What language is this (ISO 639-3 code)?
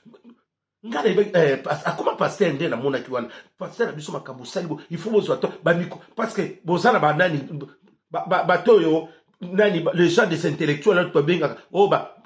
lin